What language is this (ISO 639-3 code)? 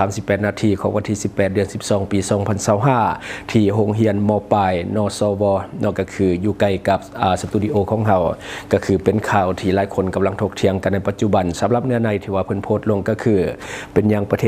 lao